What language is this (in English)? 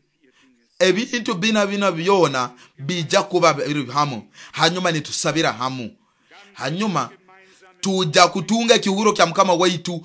Nyoro